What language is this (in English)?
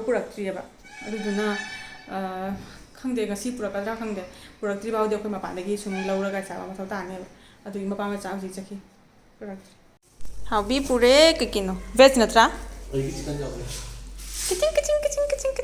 Manipuri